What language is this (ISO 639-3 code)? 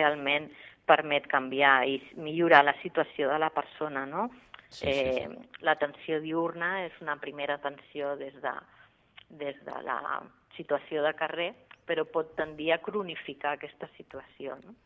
cat